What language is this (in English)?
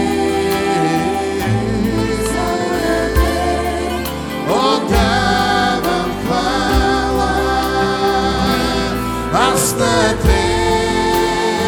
Bulgarian